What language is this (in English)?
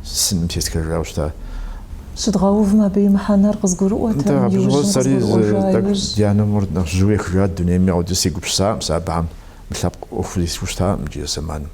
Kabardian